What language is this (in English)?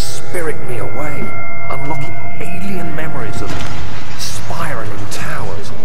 Faroese